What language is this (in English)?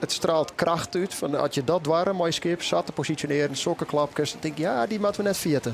Western Frisian